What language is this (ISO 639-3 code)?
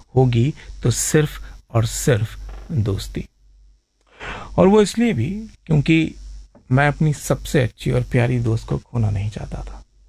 hin